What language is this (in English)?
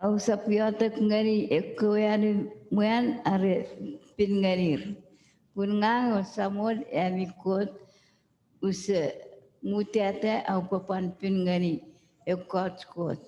Chuukese